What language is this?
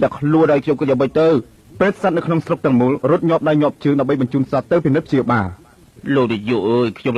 Khmer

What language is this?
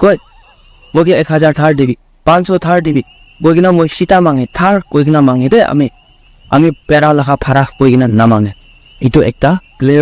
Naga Pidgin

